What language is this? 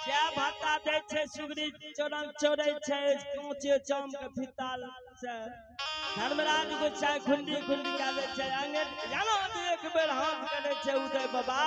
Maithili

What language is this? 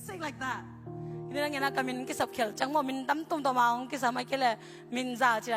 Tedim Chin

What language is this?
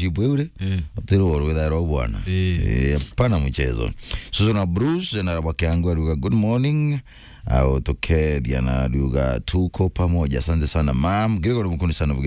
Meru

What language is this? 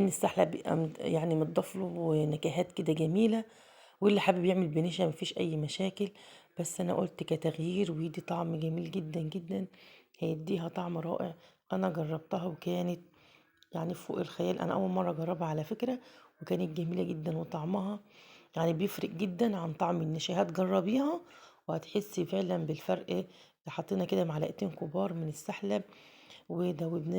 Egyptian Arabic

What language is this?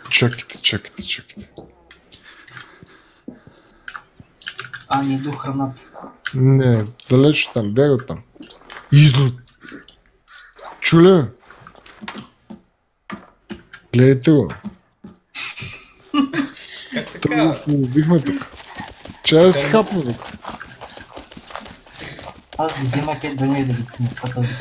Bulgarian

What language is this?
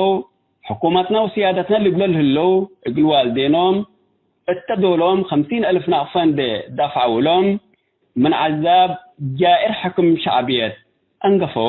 Tigre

